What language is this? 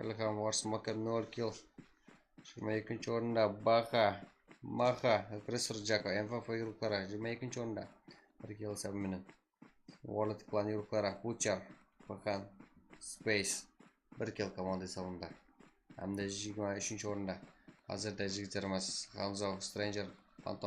Kara-Kalpak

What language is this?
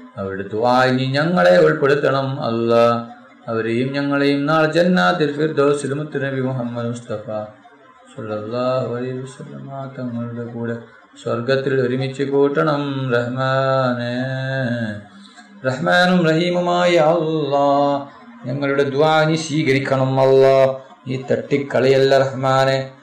Malayalam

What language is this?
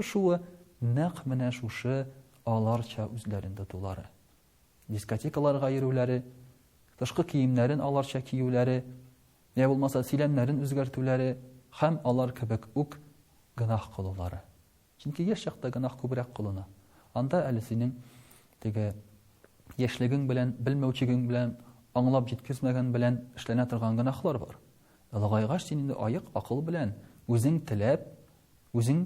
Tatar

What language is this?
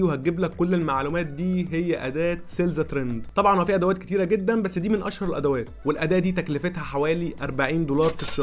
Egyptian Arabic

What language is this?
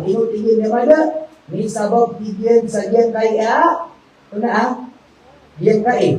Maranao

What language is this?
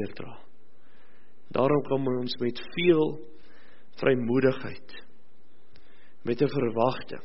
Afrikaans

